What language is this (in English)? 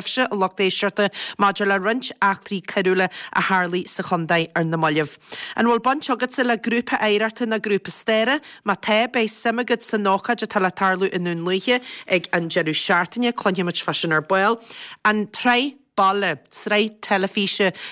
Irish